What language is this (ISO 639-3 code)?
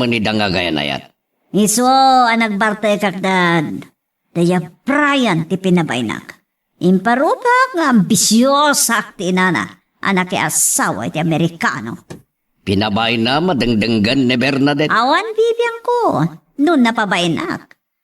ilo